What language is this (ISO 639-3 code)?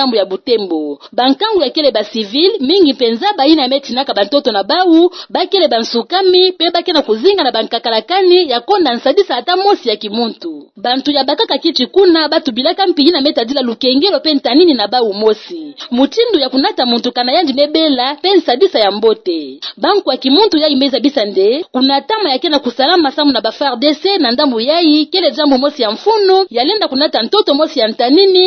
ktu